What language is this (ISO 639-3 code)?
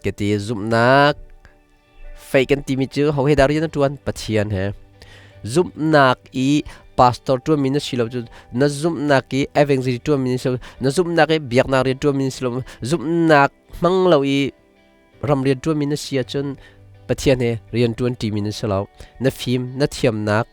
cnh